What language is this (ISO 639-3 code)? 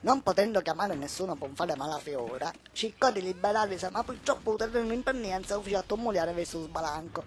scn